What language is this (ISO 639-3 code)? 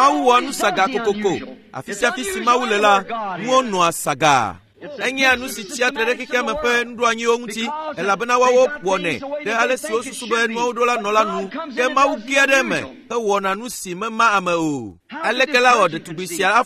ewe